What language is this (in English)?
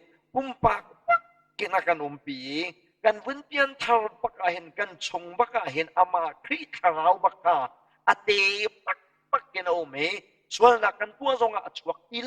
Hakha Chin